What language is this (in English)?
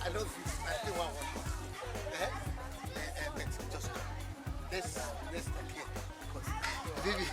Nigerian Pidgin